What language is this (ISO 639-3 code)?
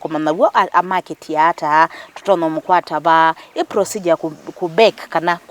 kam